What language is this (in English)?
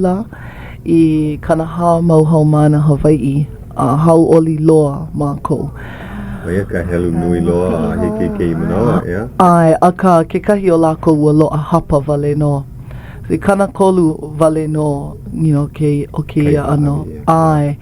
Hawaiian